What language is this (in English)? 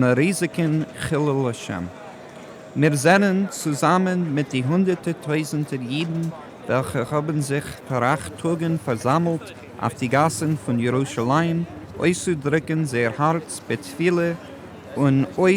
Yiddish